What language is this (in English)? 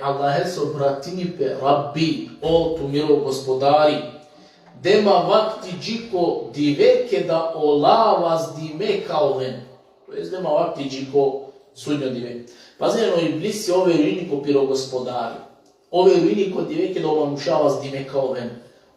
Balkan Romani